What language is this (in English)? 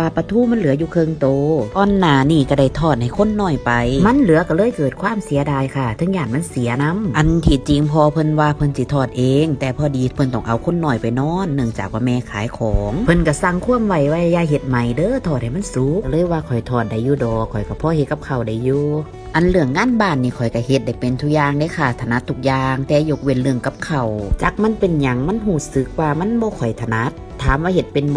Northeastern Thai